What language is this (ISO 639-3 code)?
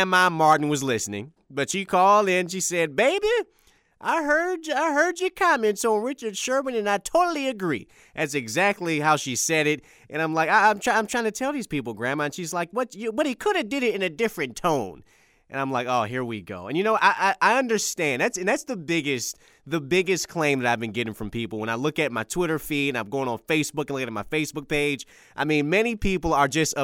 eng